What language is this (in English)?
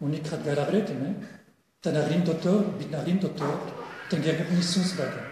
Breton